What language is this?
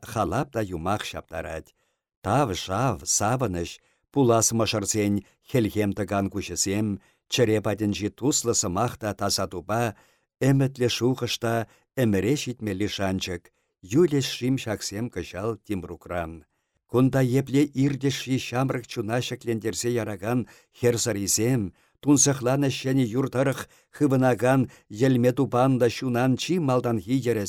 Chuvash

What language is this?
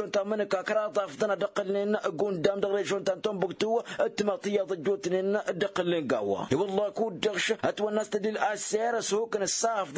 Tamasheq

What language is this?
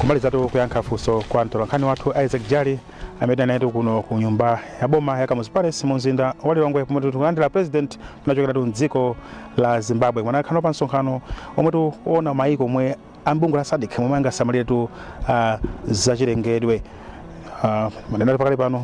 Nyanja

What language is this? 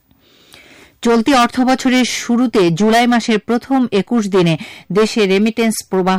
Bangla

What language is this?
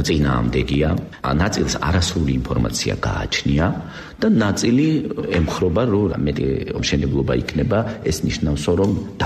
Georgian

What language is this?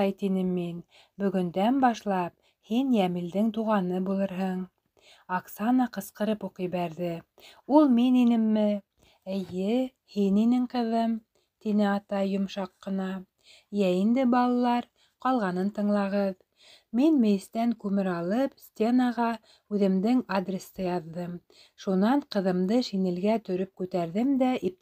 Bashkir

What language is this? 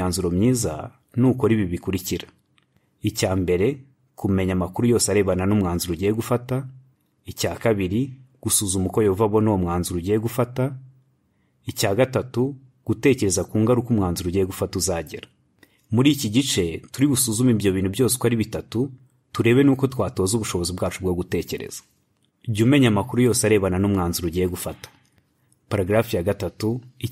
Kinyarwanda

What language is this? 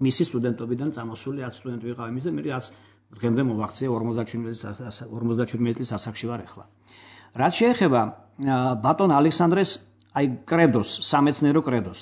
Georgian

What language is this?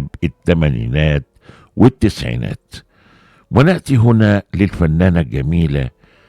Egyptian Arabic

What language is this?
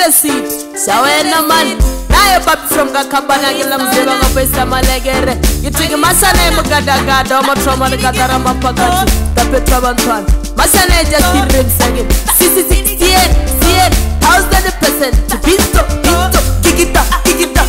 Swahili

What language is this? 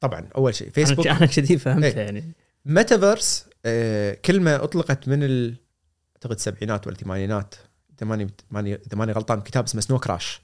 Gulf Arabic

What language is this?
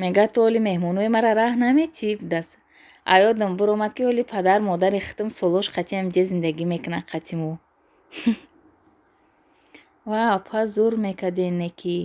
Tajik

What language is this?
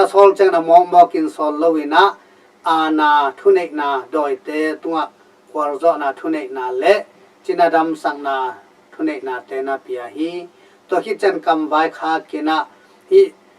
Tedim Chin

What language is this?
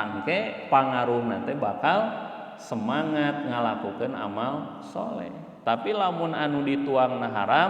Sundanese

